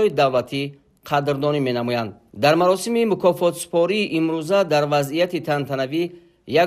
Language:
Tajik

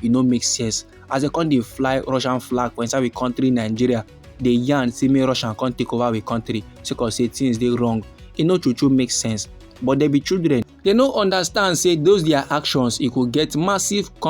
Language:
Nigerian Pidgin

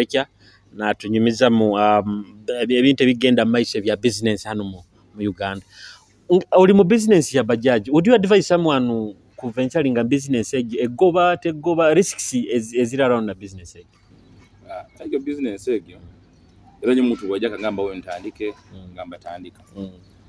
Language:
Nyoro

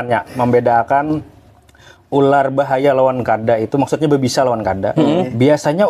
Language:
Banjar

